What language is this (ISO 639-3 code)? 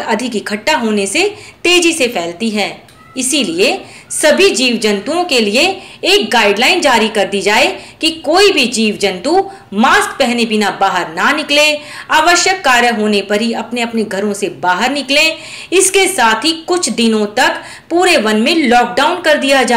hin